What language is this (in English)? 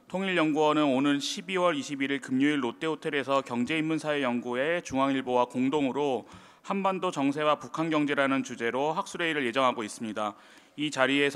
Korean